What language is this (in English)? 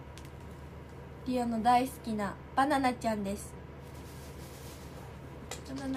Japanese